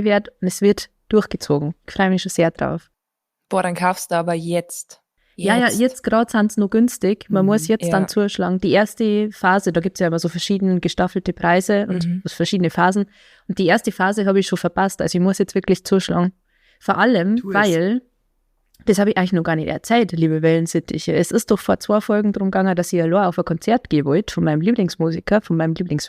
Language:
Bavarian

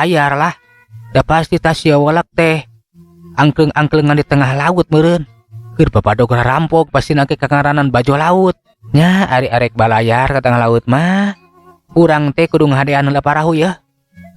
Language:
Sundanese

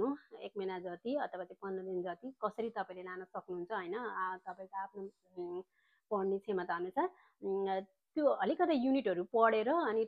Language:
Nepali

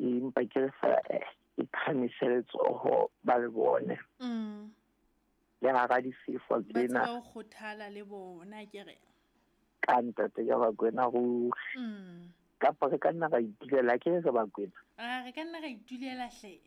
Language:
Southern Sotho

